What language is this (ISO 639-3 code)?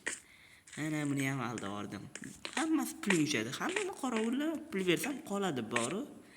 uzb